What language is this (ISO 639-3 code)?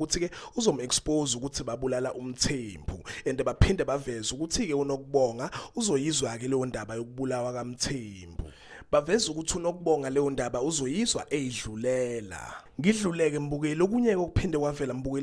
zul